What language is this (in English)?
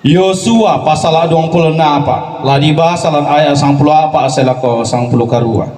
Toraja-Sa'dan